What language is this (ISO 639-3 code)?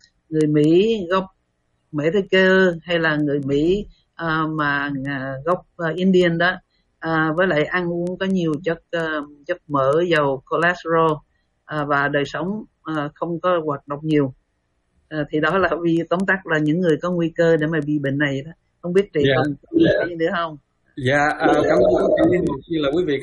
vie